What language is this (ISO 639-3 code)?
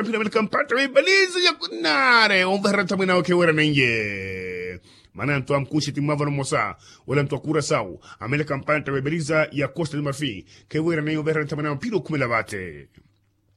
vmw